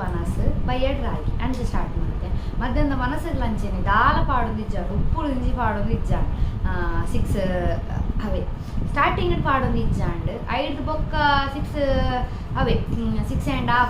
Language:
Tulu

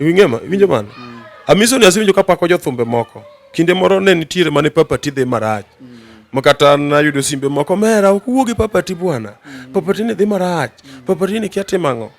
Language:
Luo (Kenya and Tanzania)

